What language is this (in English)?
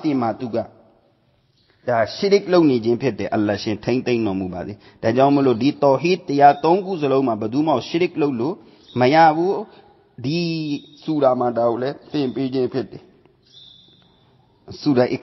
Burmese